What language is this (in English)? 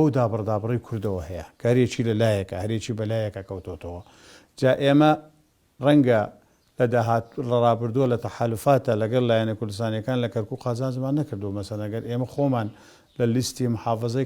Central Kurdish